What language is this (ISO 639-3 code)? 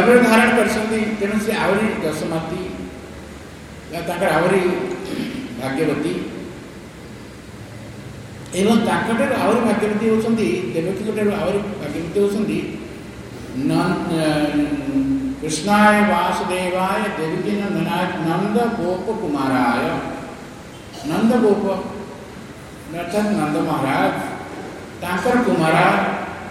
ori